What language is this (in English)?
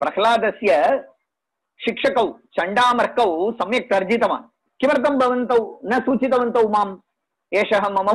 Sanskrit